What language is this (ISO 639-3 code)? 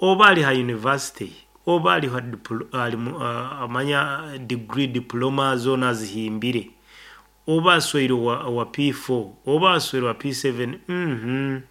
nyn